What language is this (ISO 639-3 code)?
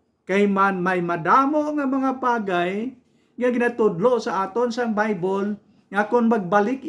hil